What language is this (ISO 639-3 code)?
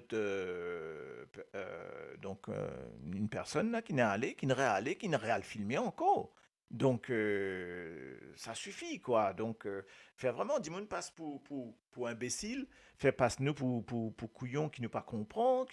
mfe